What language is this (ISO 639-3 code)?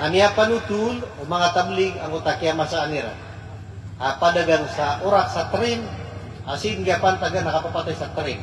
mrw